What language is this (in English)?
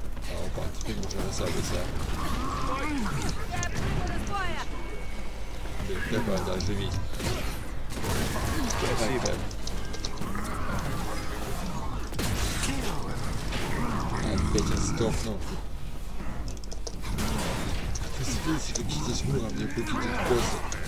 Russian